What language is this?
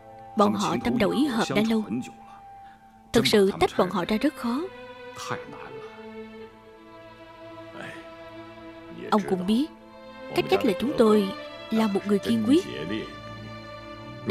Vietnamese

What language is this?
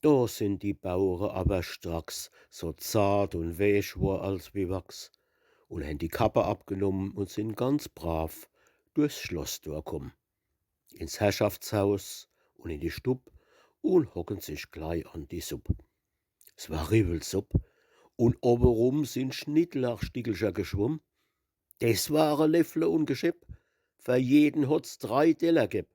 Palatine German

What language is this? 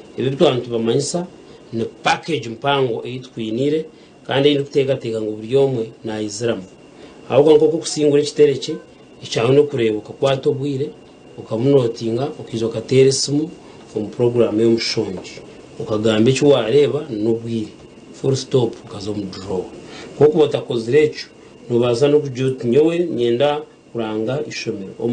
Nyankole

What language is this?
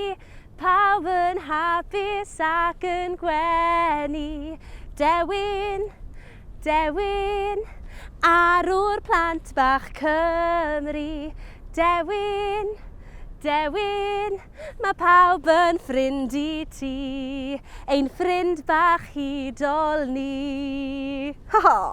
Welsh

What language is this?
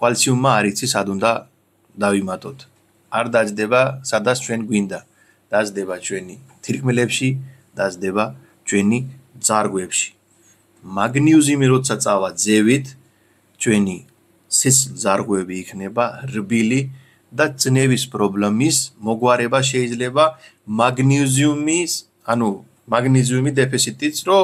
Georgian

